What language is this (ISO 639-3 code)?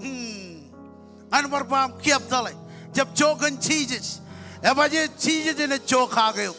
mah